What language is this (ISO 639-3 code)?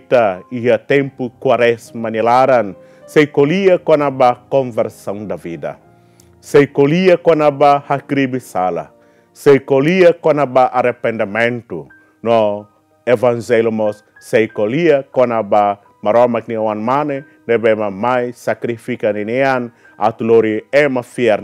tet